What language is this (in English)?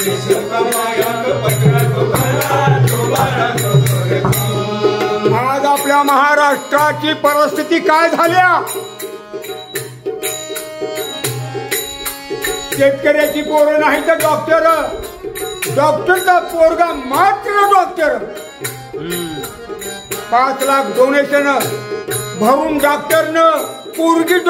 Marathi